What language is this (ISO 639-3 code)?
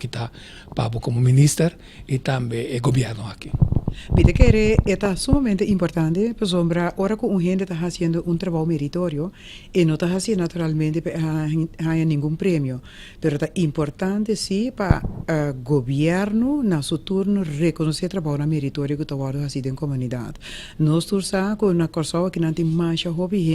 pap